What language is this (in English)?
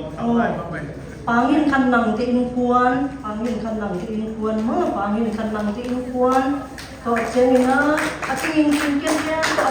Siyin Chin